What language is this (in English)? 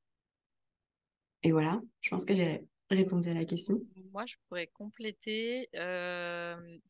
French